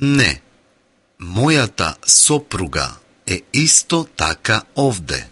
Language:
Macedonian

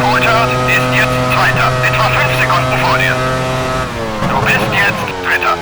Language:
Bavarian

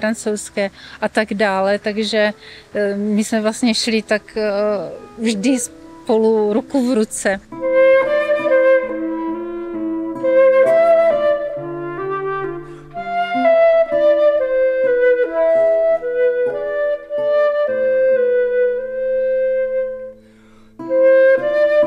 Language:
Czech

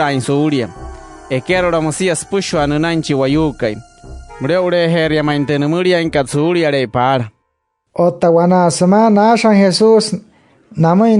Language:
Wayuu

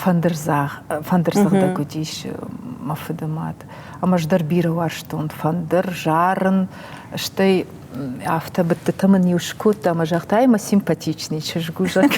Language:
Ossetic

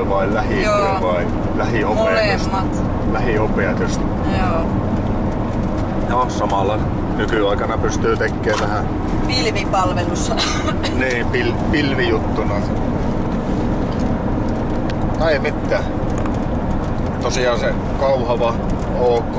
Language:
Finnish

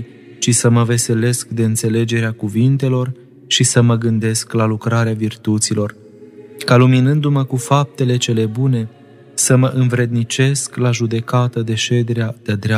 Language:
Romanian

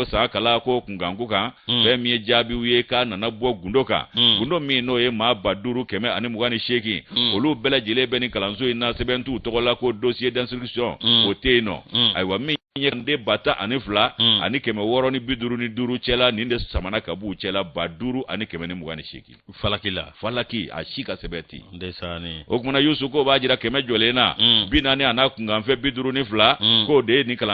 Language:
Bambara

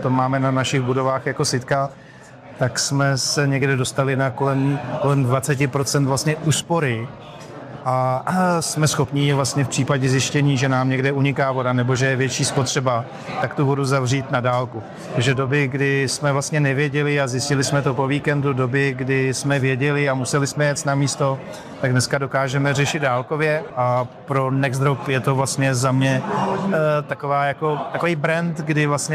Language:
Czech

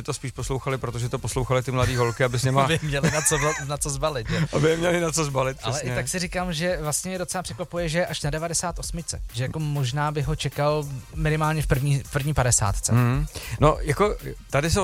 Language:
Czech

